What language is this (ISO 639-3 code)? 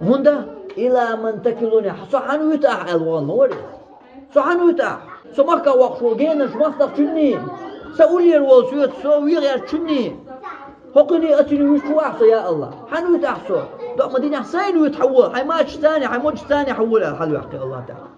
che